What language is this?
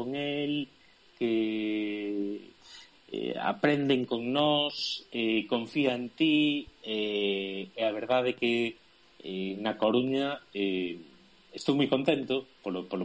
Galician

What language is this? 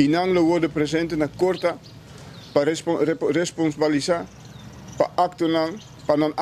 Papiamento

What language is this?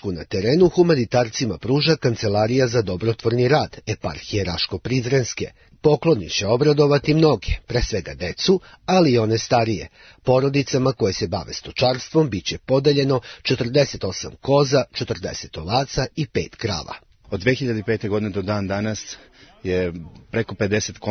Serbian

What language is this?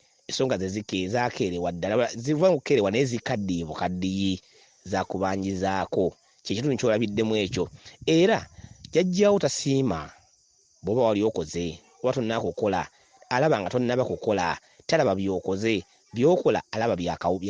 Ganda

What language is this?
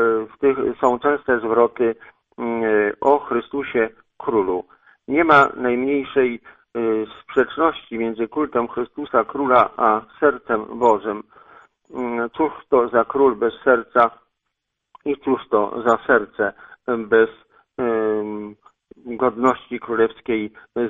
Polish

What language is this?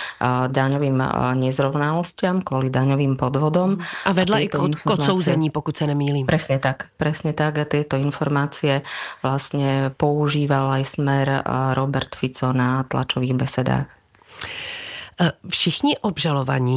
Slovak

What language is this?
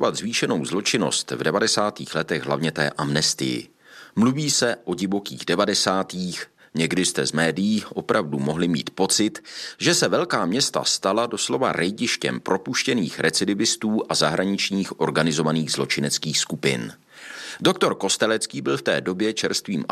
Czech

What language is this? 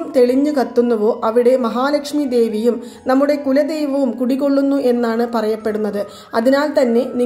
Malayalam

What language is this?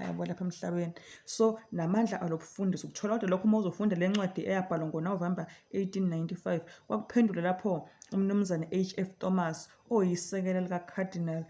Zulu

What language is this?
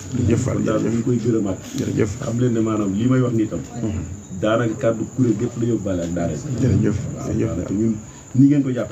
Wolof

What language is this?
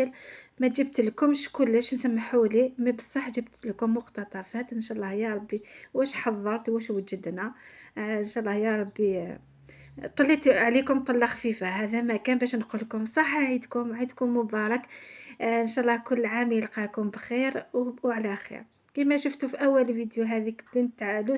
Algerian Arabic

